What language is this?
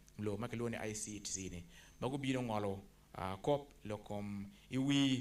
Acoli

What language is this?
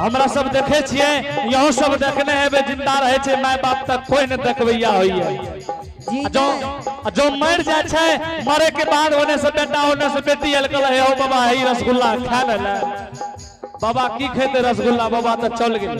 Angika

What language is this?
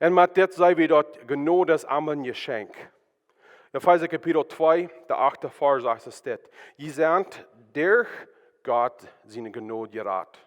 Plautdietsch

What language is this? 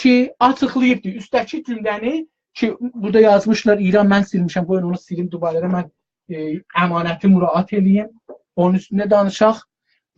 South Azerbaijani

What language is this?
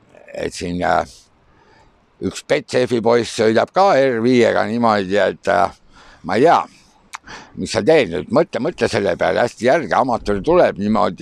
Estonian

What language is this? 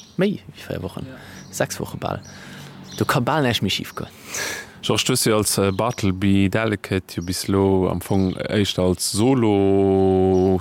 Luxembourgish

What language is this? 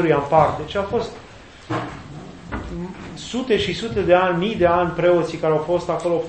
Romanian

